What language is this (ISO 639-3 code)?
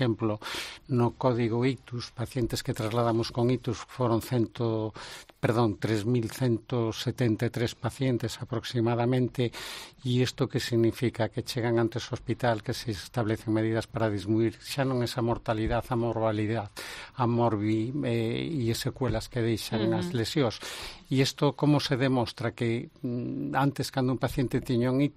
glg